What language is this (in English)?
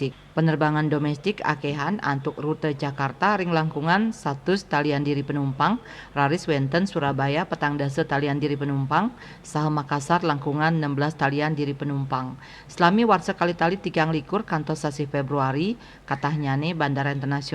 Balinese